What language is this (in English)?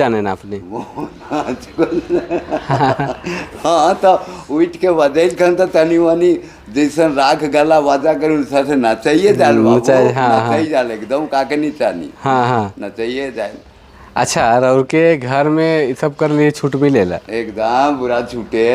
Sadri